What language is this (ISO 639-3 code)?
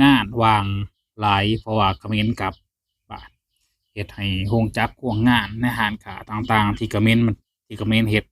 lao